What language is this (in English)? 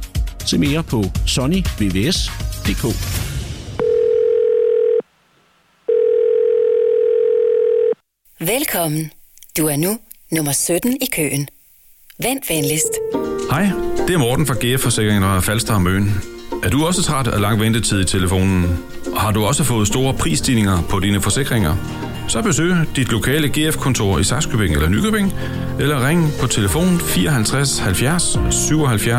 Danish